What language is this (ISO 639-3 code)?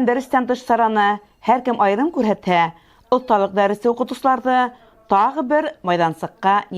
bak